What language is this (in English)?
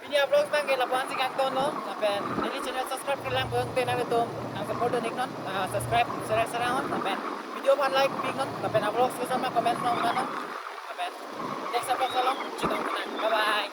Karbi